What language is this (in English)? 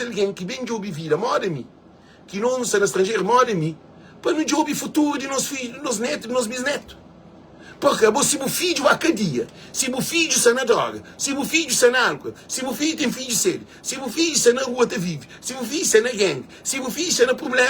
Kabuverdianu